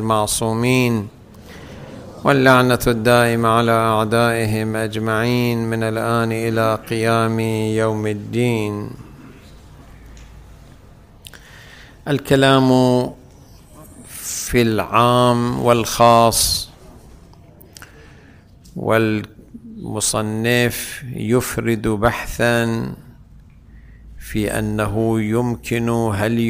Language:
Arabic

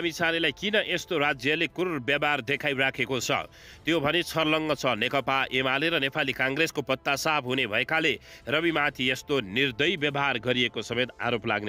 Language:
Nepali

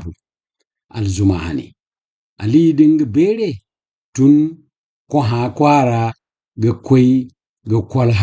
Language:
Zarma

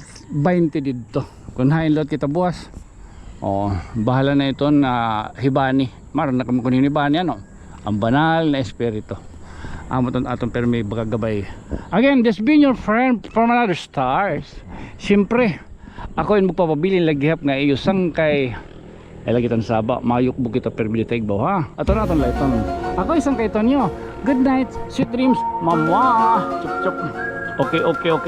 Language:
Waray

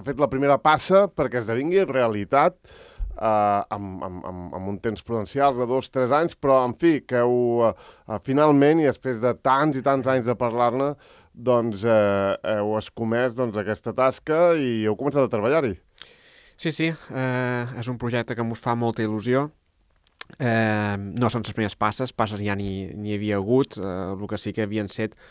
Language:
Catalan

